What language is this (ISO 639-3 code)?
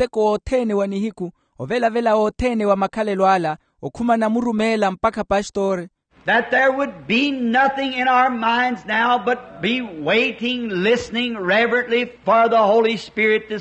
vmw